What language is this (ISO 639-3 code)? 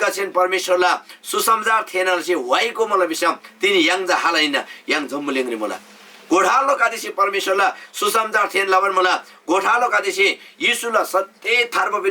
taj